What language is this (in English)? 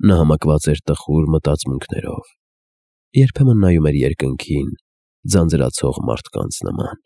Armenian